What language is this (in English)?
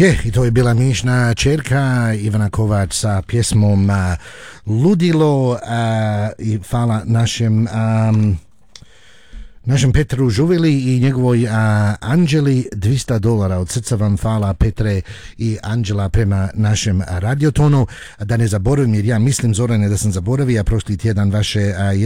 Croatian